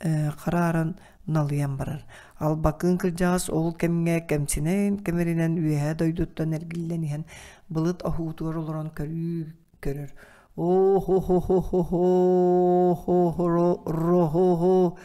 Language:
Yakut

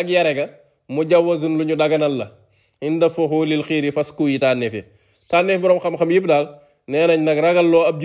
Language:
Wolof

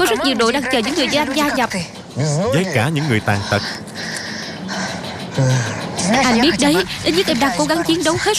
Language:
Vietnamese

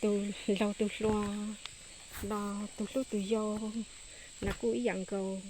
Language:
Hmong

